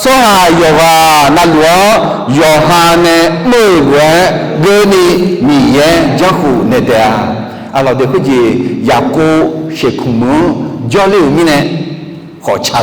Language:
Akha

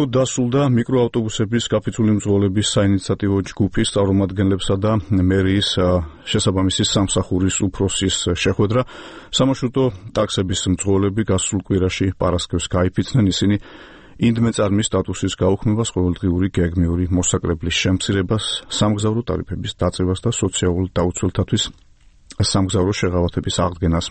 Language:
Georgian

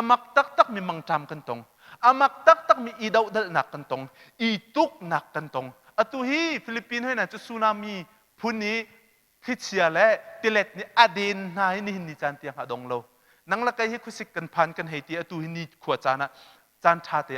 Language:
Hakha Chin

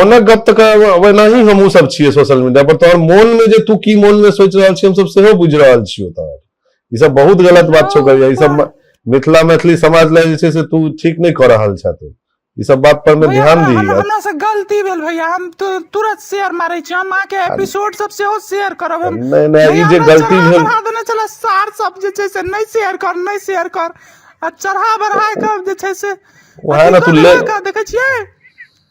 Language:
Maithili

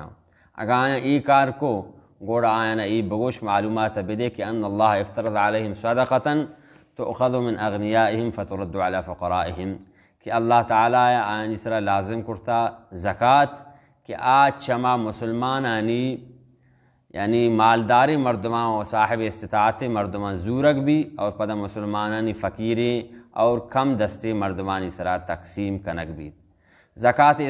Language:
Baluchi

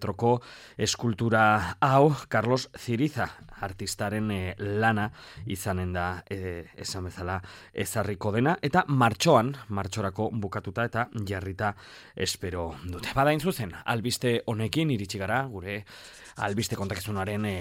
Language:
Basque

